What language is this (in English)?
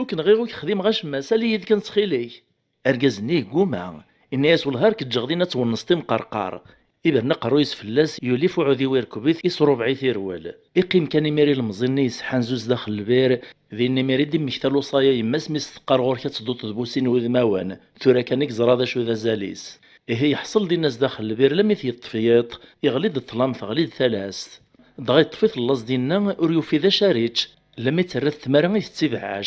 Kabyle